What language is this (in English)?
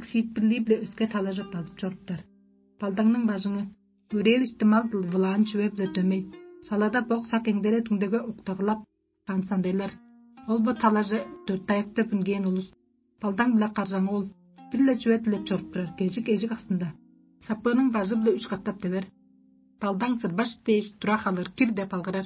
Tuvinian